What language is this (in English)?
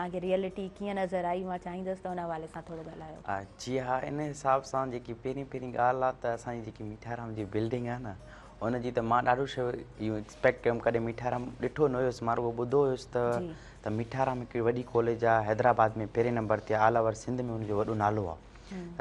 Sindhi